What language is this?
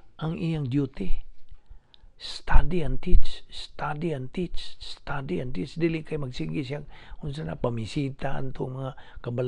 Cebuano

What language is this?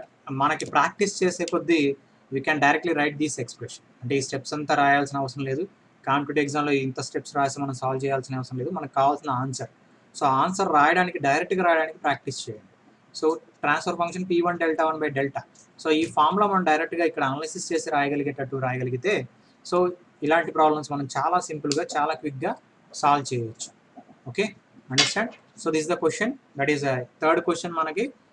Telugu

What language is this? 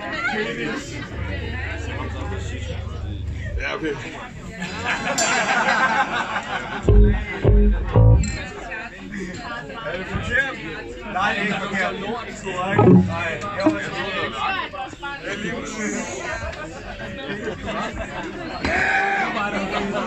Danish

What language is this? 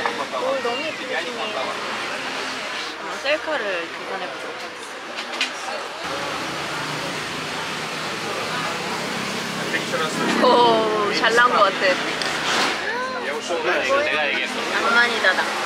Korean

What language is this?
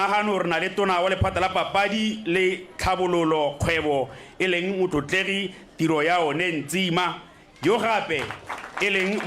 Tswana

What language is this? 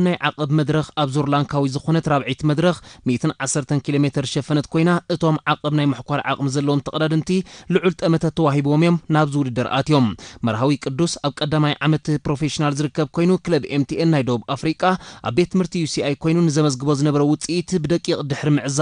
Tigrinya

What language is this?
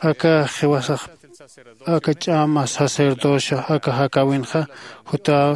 Aymara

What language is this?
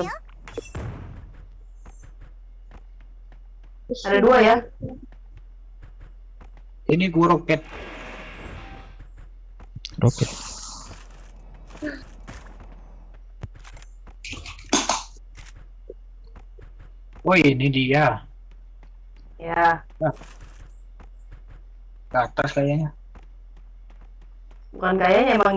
Indonesian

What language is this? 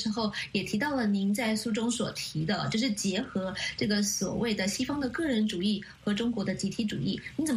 Chinese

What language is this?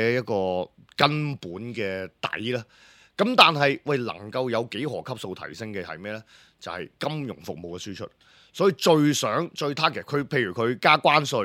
Cantonese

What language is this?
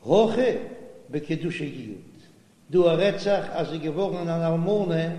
Yiddish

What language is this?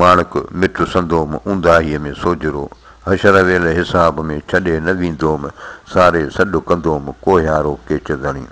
Sindhi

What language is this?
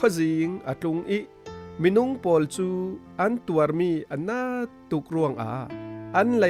Falam Chin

